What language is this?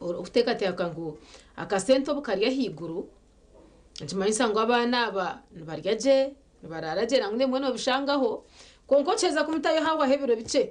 Nyankole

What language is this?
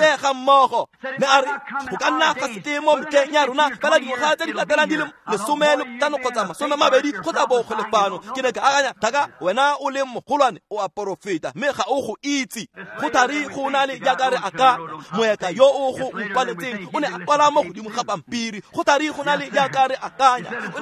Tswana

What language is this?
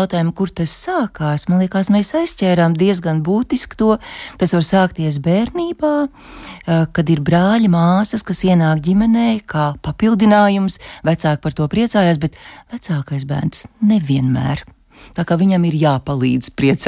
Latvian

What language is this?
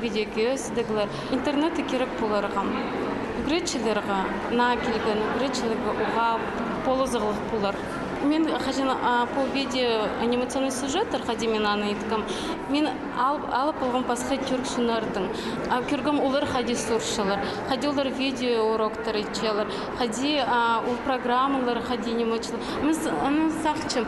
Khakas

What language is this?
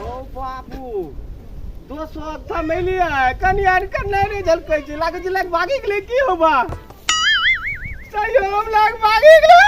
Maithili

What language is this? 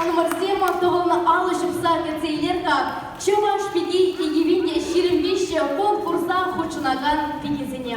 Chuvash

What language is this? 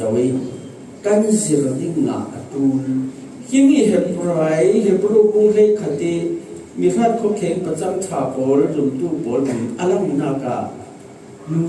Falam Chin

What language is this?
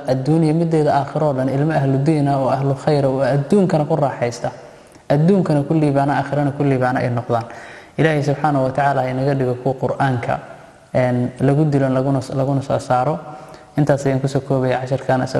Somali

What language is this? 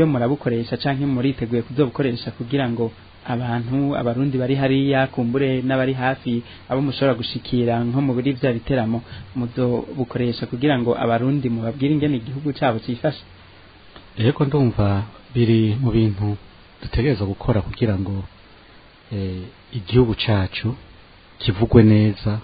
Rundi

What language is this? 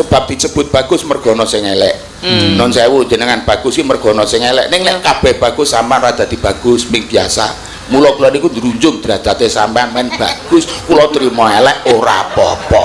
Javanese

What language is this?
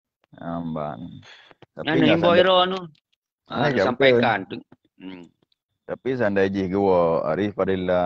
Achinese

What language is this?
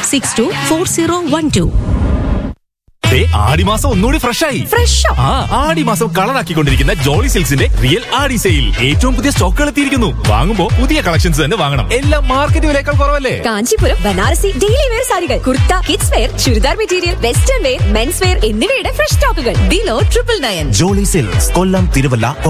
Malayalam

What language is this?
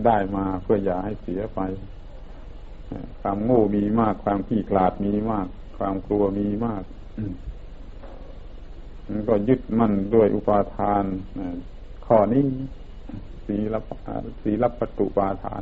Thai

